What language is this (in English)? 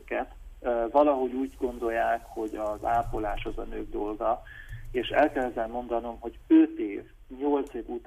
Hungarian